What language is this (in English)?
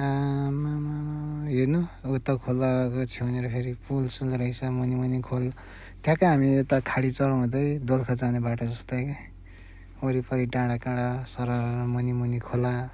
Nepali